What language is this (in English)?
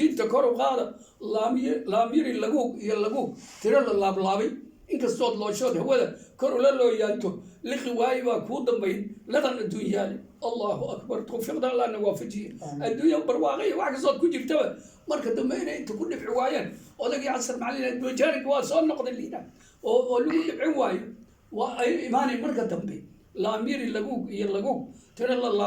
Somali